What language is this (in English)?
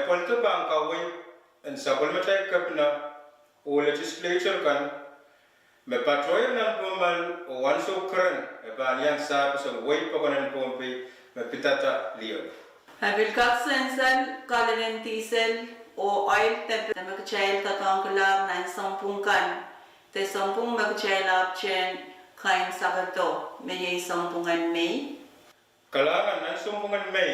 Pohnpeian